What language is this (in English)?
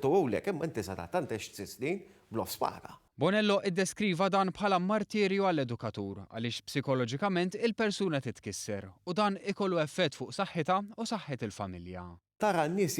Maltese